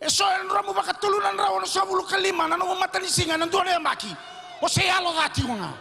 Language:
Fijian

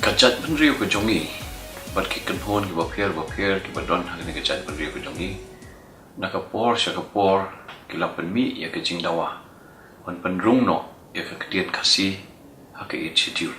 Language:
Khasi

